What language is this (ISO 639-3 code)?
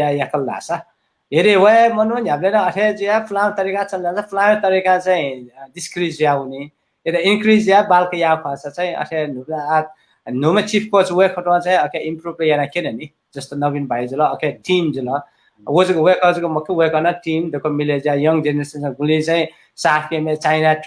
new